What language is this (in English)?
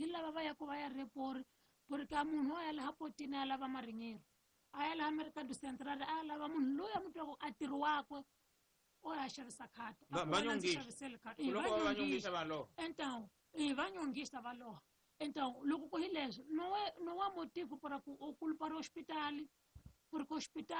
Tsonga